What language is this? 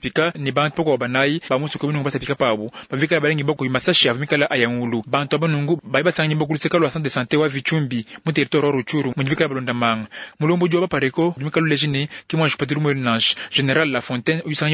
Luba-Lulua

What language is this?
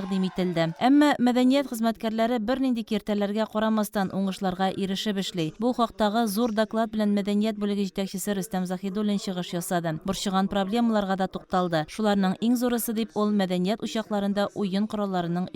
Tatar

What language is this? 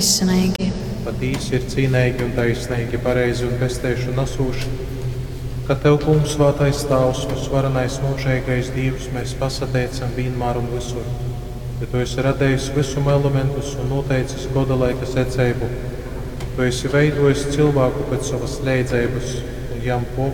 Latgalian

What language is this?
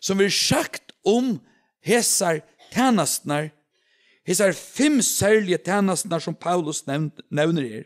Faroese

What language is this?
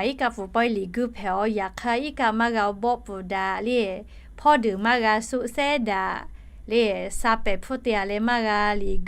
Lahu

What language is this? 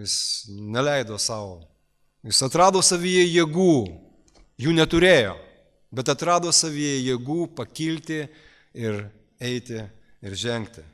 Lithuanian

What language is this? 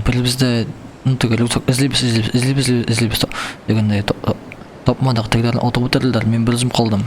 Tatar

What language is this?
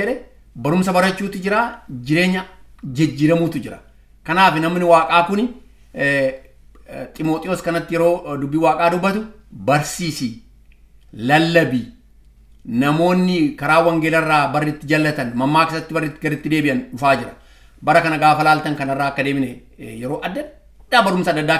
Oromo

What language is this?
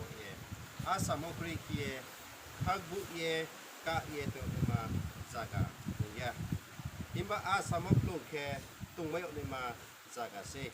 Riang (India)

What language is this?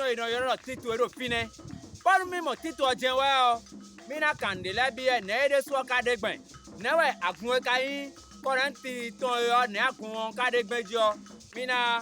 Fon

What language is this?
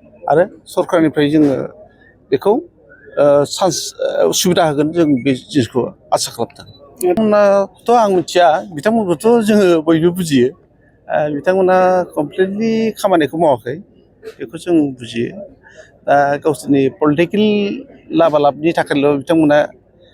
Bodo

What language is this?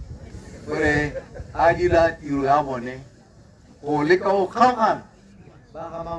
Tswana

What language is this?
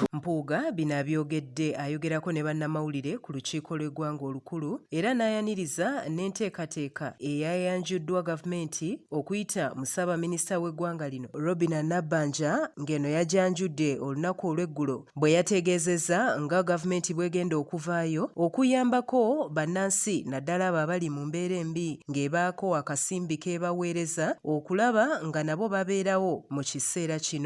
Ganda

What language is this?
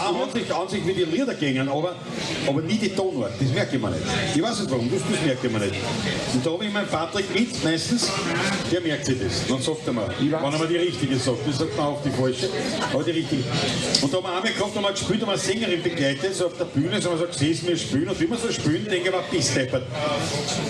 Bavarian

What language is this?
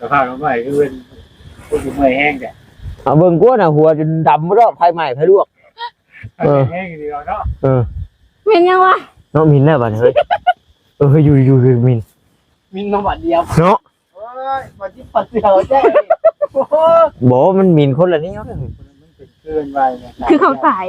Northeastern Thai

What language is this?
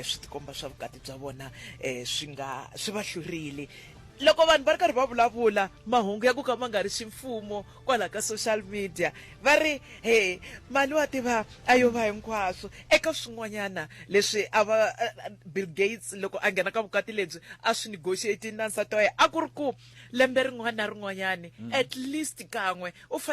Tsonga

